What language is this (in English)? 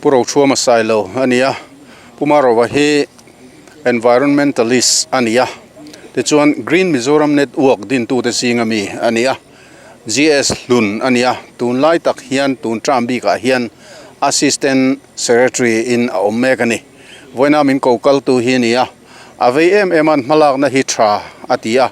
Mizo